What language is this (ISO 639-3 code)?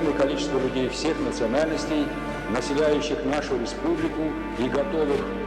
abk